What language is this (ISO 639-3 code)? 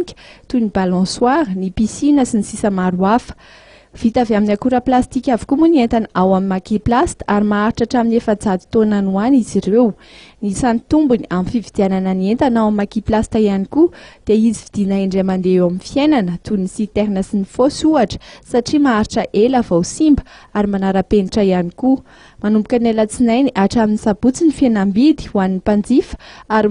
mlg